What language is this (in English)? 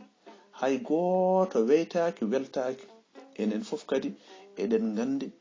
Fula